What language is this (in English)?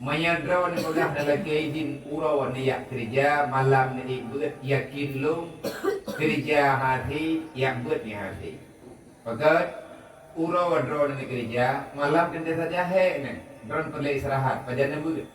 Achinese